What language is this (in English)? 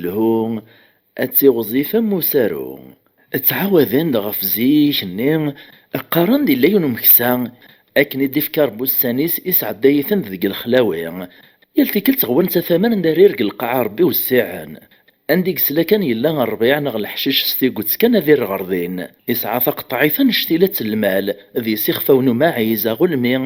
Kabyle